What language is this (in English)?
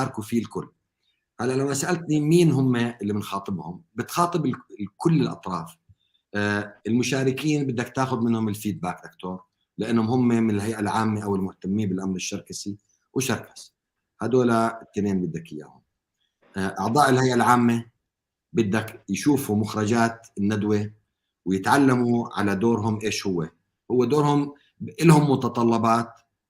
North Levantine Arabic